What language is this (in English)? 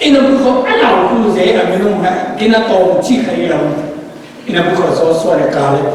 Falam Chin